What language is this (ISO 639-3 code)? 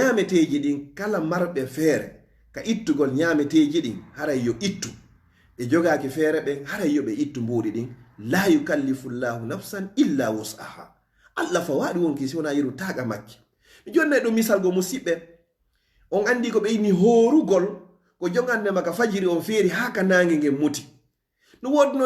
ful